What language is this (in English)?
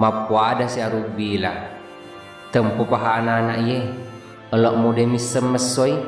Buginese